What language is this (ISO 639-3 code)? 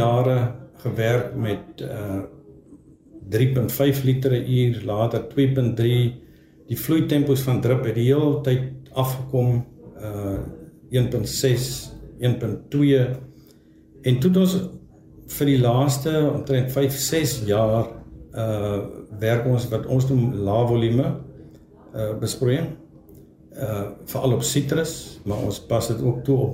afr